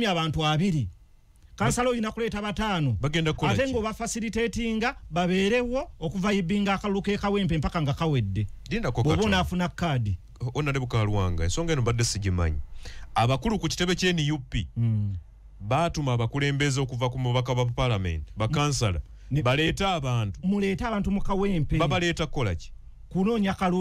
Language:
Ganda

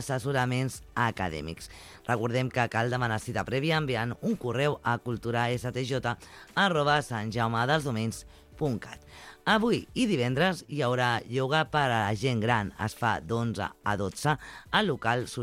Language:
Catalan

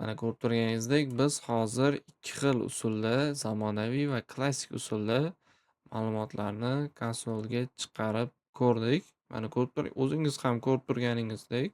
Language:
Uzbek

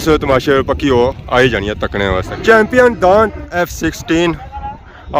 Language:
Pahari-Potwari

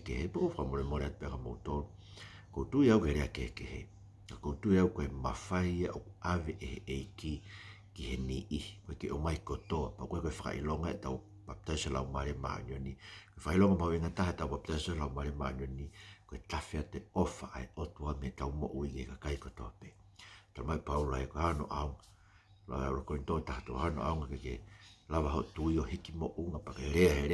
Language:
Tongan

